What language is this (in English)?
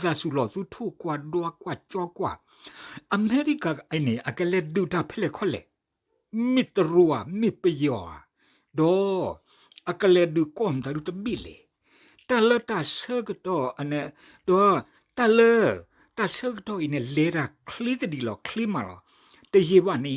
S'gaw Karen